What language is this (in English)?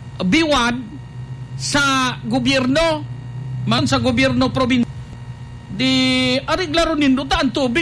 Bikol